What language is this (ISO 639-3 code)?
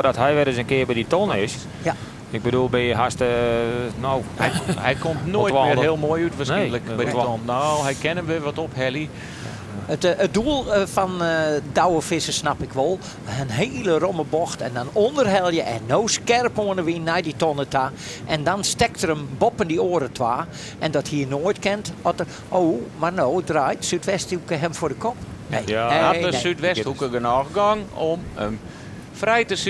fry